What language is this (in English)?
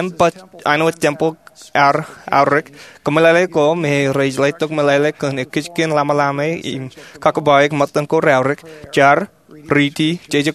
Marshallese